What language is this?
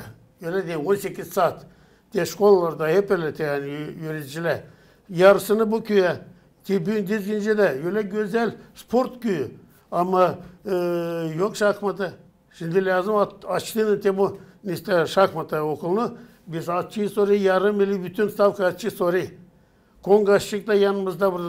Gagauz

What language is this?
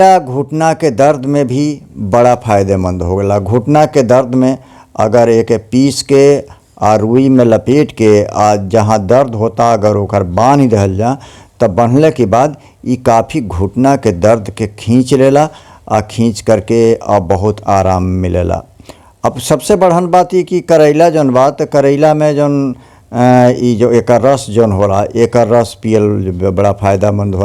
Bhojpuri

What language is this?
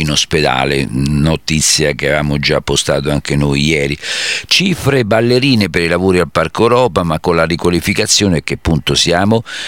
Italian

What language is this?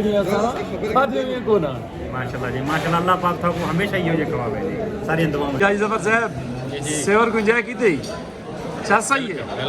Saraiki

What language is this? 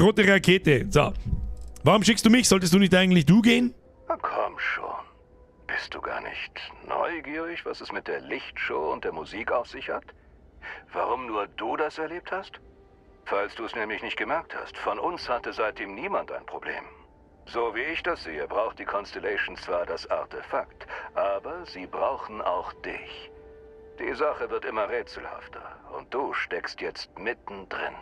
Bavarian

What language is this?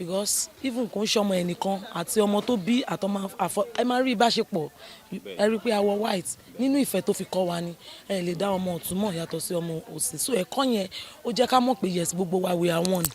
Yoruba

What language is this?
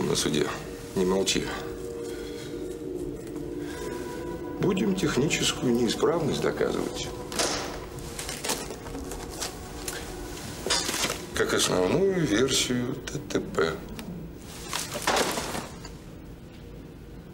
Russian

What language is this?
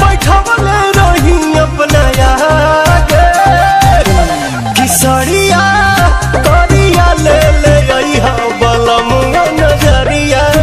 Bhojpuri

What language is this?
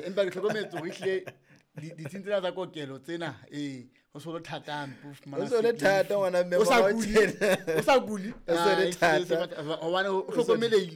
Southern Sotho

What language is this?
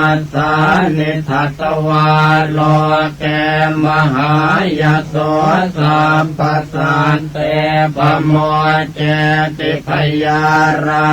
Pali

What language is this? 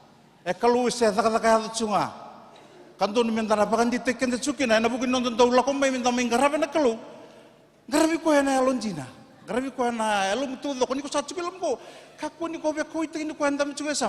Fijian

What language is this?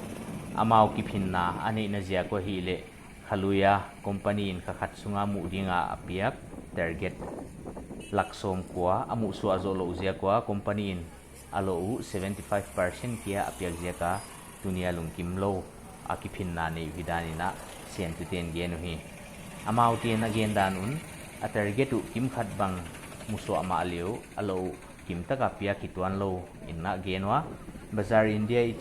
Paite Chin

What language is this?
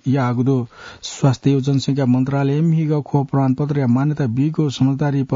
Newari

